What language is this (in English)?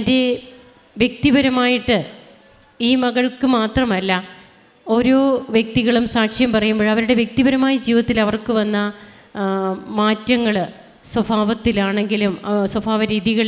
Malayalam